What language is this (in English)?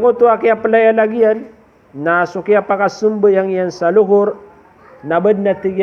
Maranao